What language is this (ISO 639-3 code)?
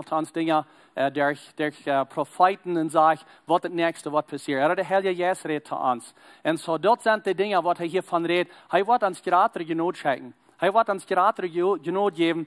pdt